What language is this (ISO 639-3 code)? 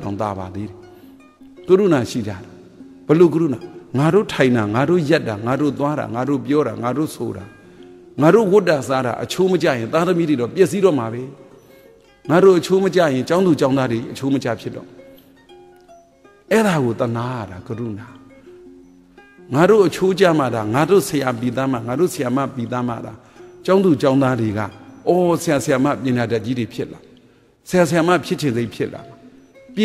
mya